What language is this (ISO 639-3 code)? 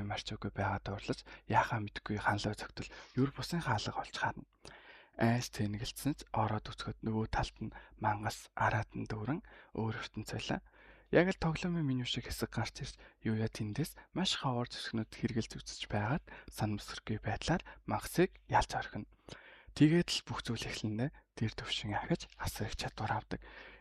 mon